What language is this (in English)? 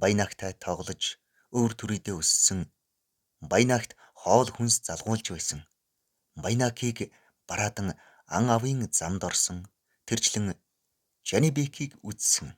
Mongolian